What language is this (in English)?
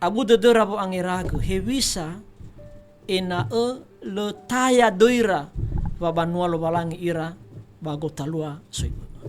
Nias